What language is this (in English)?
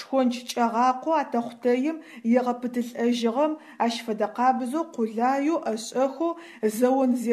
Adyghe